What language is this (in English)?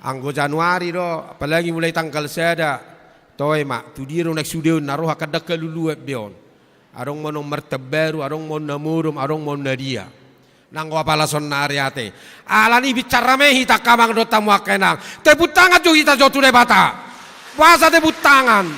Batak Toba